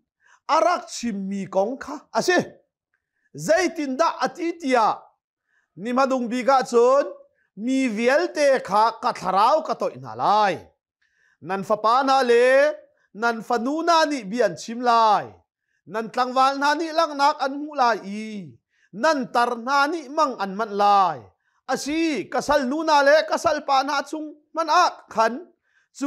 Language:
Hakha Chin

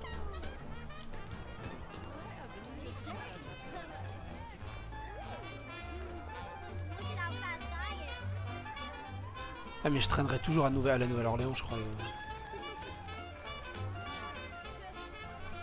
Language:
French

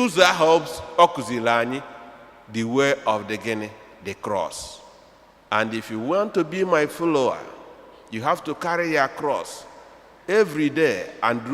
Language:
Igbo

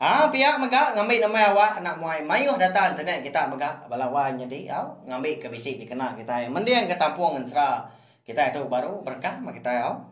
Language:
Iban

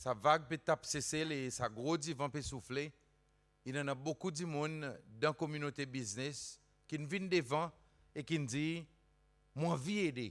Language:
Seselwa Creole French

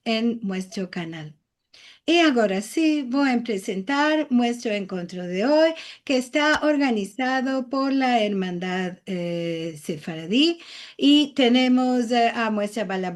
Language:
Ladino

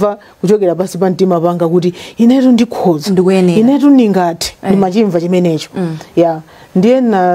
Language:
Nyanja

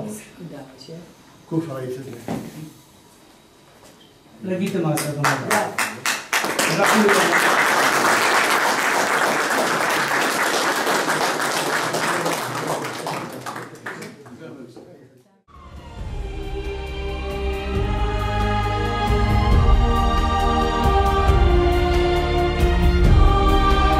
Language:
Polish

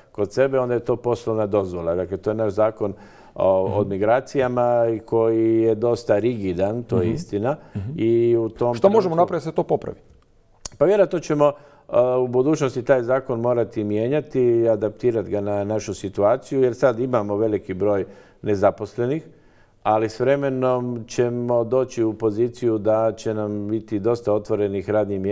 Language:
Croatian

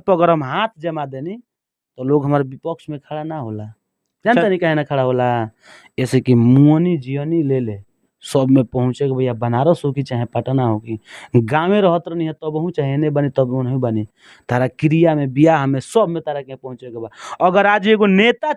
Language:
Bhojpuri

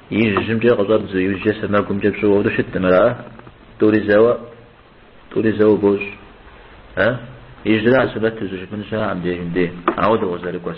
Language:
Kabardian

